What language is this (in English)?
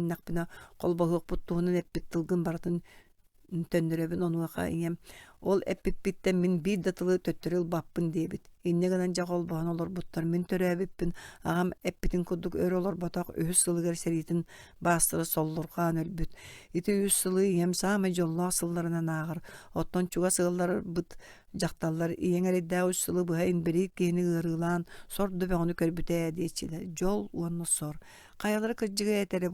Yakut